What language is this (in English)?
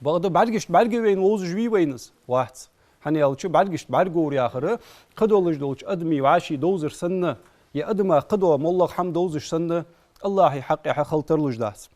Ingush